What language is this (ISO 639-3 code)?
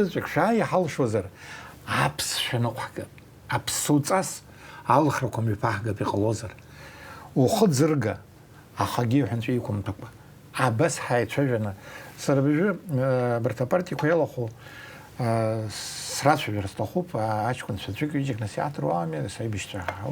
abk